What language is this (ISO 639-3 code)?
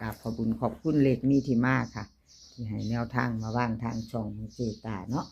lao